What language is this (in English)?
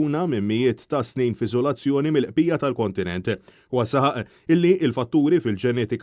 Maltese